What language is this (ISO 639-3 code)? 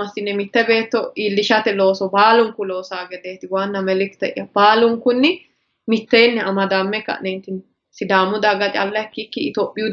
sid